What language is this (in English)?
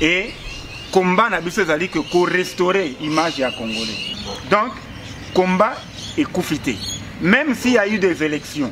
Lingala